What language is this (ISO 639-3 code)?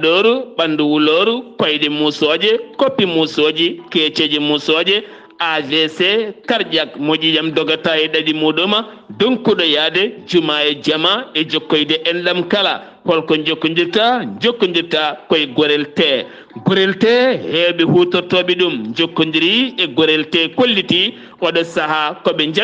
ful